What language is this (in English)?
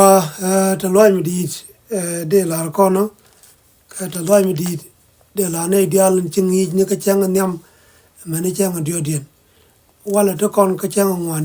Nuer